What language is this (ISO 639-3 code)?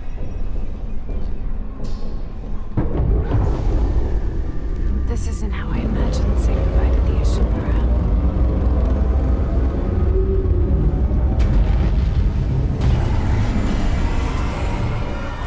eng